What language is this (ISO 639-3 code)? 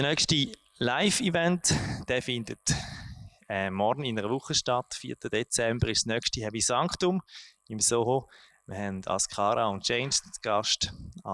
gsw